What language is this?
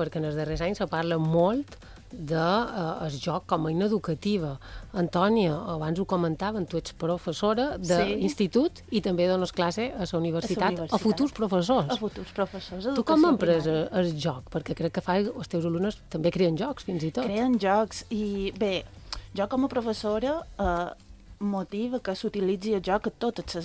Catalan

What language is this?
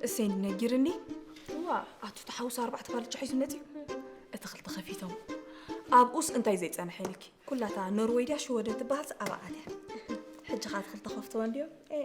Tigrinya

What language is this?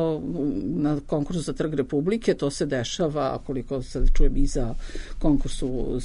Serbian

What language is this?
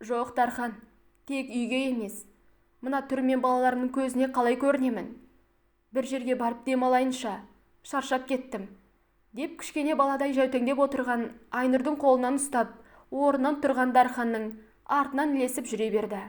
Kazakh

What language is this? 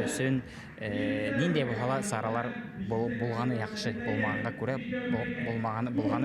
Bashkir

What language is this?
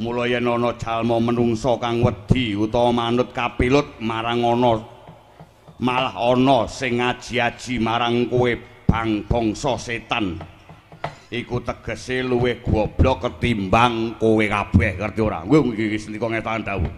Javanese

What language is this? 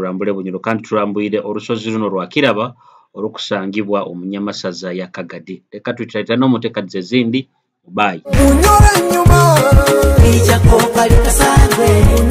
Nyoro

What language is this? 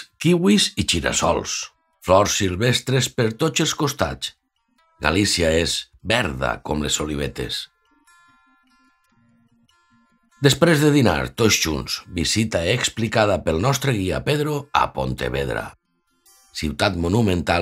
Catalan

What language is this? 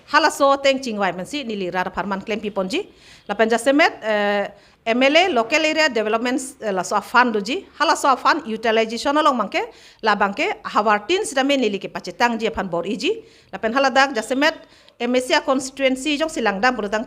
Karbi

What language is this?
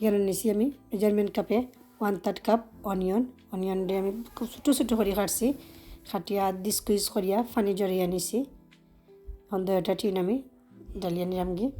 Sylheti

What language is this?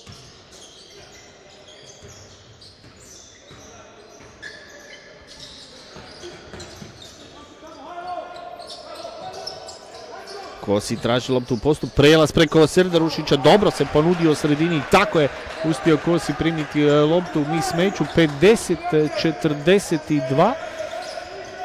Croatian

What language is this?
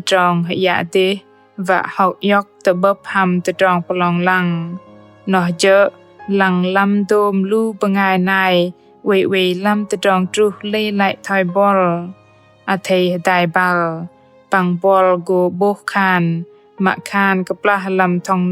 Bahnar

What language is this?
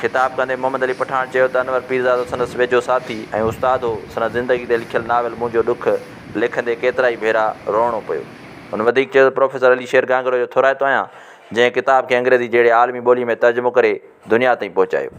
Sindhi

